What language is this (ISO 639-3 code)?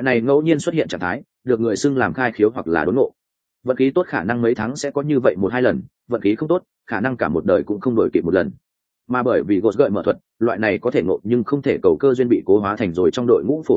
vie